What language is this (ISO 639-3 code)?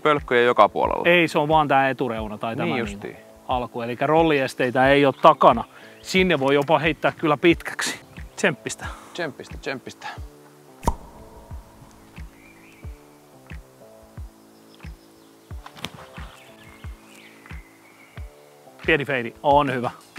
fin